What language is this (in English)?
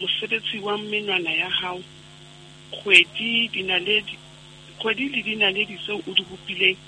Southern Sotho